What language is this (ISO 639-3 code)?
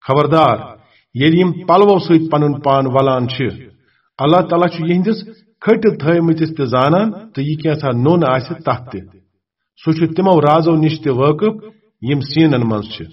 kas